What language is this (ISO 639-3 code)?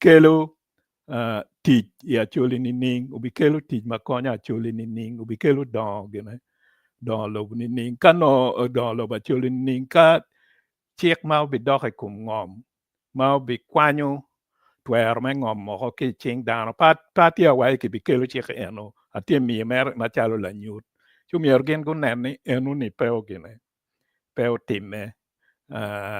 ach